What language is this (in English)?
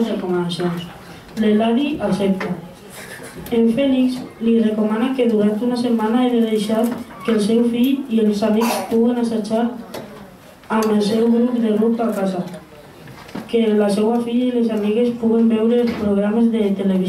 Catalan